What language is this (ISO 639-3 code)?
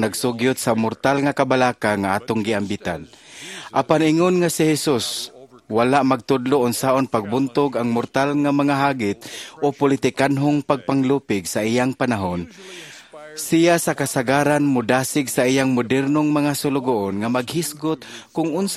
ceb